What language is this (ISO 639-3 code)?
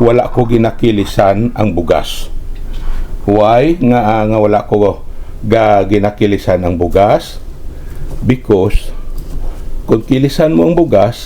hil